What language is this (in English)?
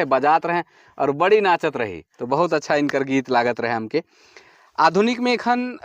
Sadri